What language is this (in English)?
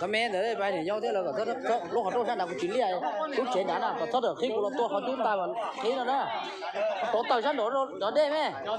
Hmong